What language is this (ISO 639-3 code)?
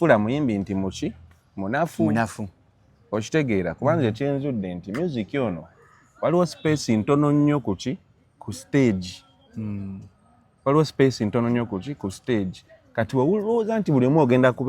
lug